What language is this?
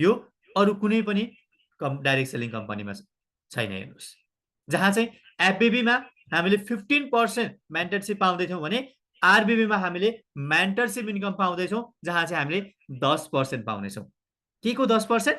Nepali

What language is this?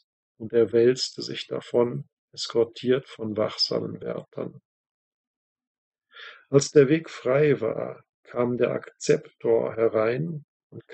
German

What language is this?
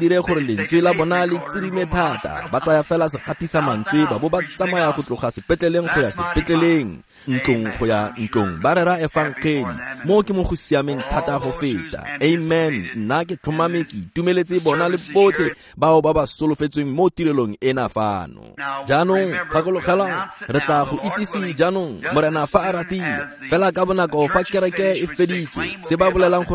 Tswana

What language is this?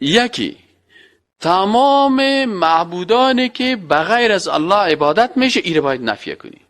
Persian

